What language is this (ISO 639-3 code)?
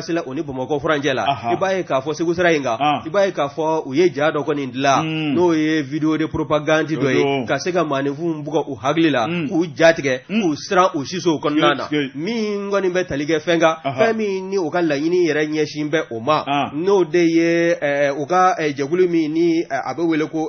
bam